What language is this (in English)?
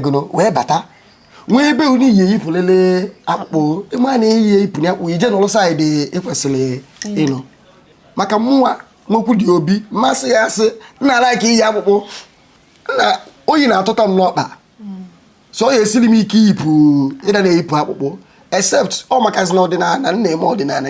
Igbo